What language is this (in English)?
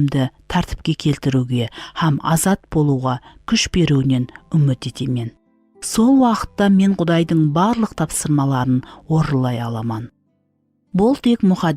Kara-Kalpak